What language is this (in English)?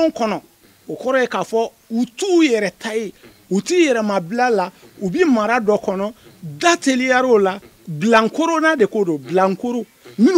Bambara